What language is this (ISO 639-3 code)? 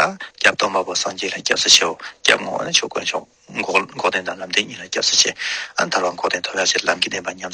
bod